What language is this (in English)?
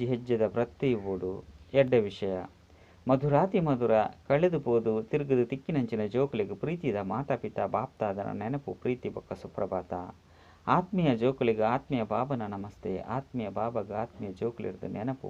Tulu